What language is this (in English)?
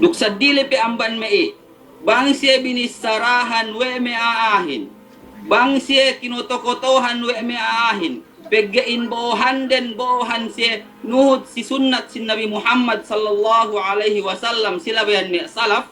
Yakan